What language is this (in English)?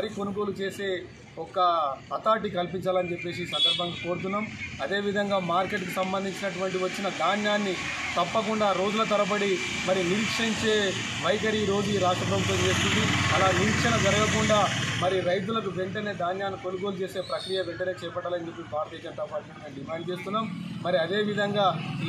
Telugu